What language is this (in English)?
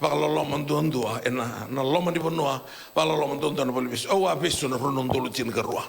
Fijian